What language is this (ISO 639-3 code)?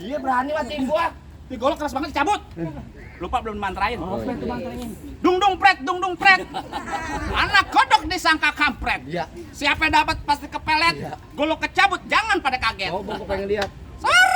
bew